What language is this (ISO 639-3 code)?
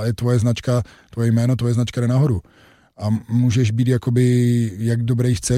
ces